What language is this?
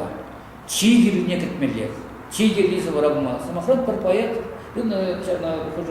Chuvash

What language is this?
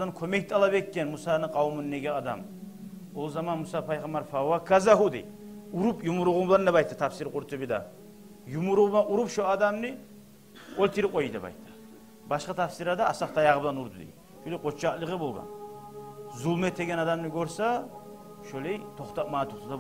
Kumyk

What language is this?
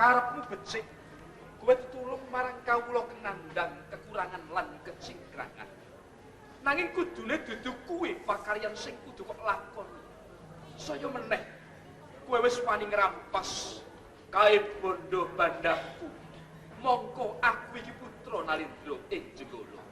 Javanese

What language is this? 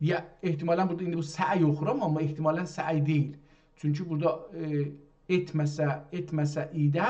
South Azerbaijani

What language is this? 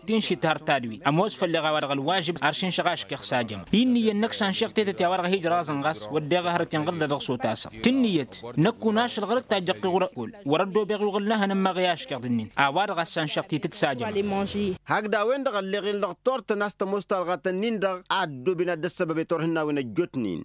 Tamasheq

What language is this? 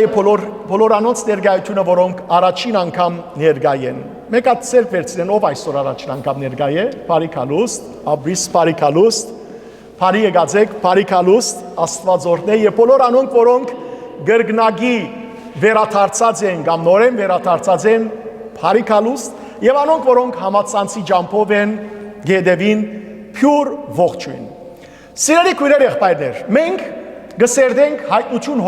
Western Armenian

